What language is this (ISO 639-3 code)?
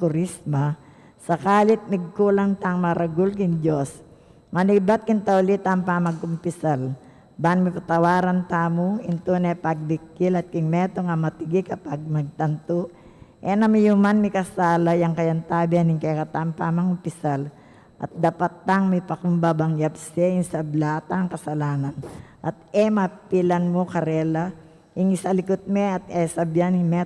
pam